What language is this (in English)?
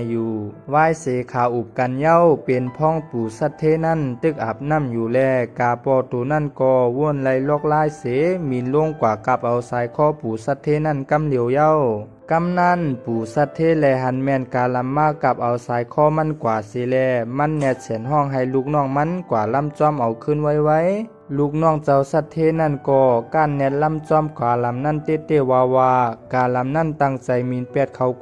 Shan